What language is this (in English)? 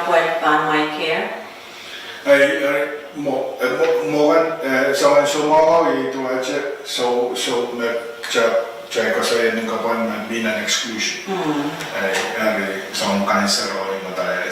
Pohnpeian